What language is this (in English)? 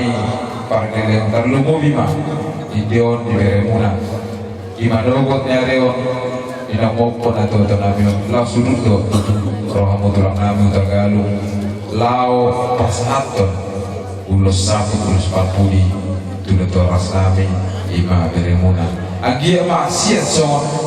Batak Toba